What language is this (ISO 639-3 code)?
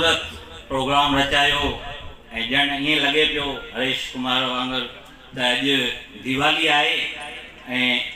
snd